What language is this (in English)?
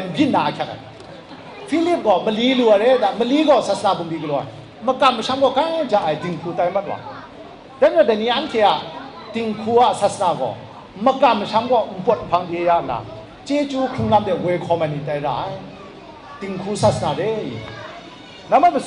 Kachin